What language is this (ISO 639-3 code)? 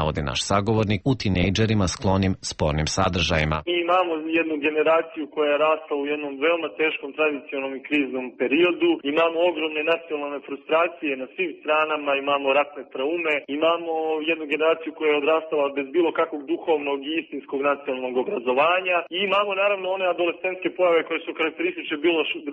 srp